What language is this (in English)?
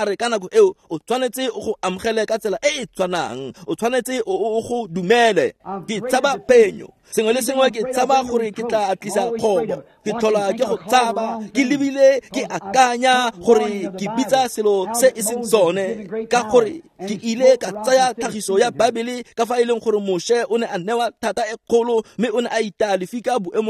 Tswana